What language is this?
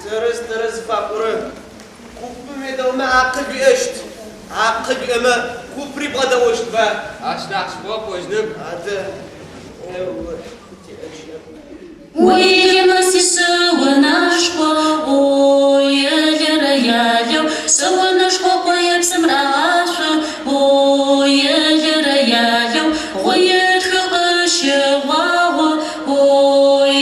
Adyghe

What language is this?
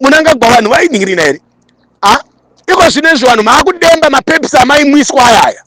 Shona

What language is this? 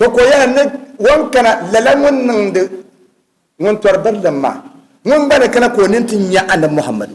Dagbani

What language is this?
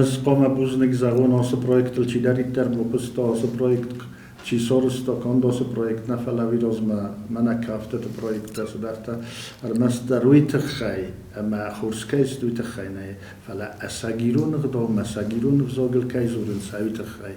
Ossetic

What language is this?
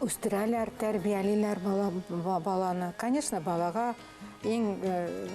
Bashkir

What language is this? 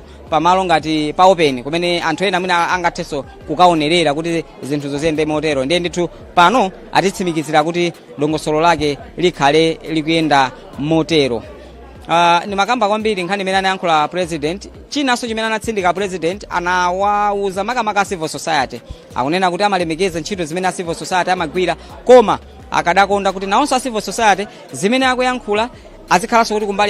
Nyanja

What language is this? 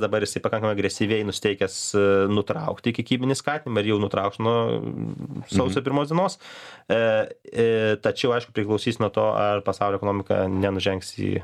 Lithuanian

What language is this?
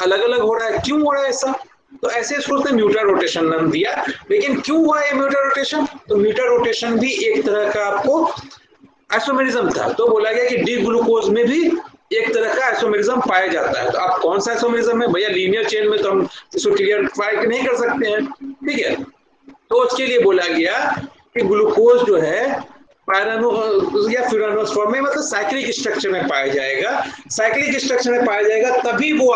Hindi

